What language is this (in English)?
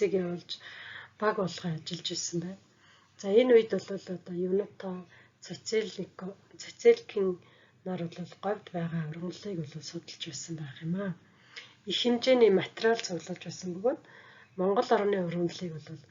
Mongolian